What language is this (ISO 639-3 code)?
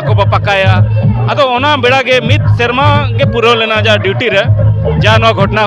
sat